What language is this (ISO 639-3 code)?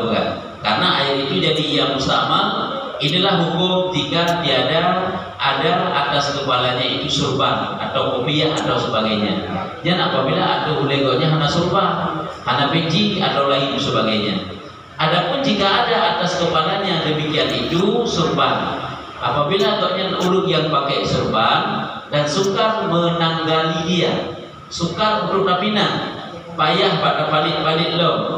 msa